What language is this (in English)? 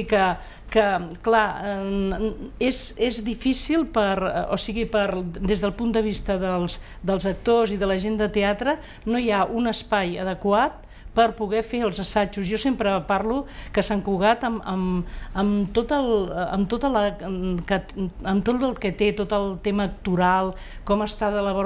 Catalan